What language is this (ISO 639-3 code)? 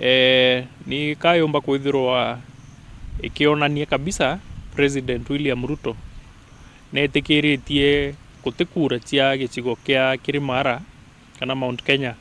mer